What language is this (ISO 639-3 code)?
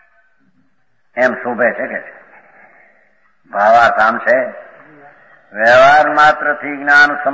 guj